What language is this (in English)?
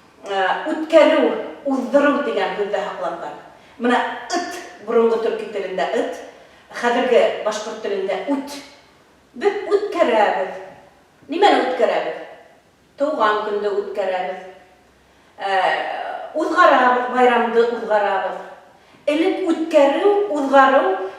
Bashkir